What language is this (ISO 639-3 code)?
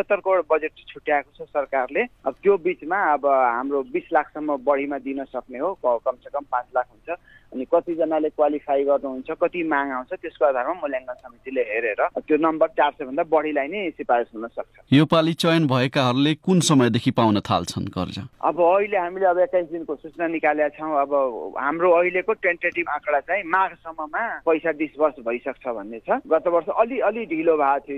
nep